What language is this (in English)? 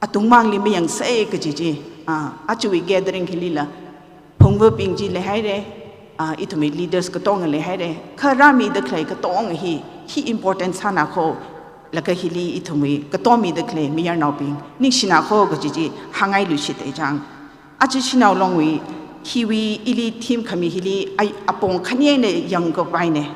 Tangkhul Naga (India)